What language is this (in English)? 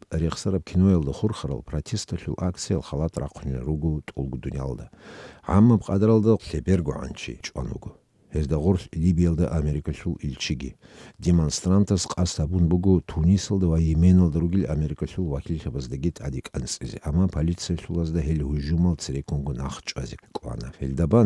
Avaric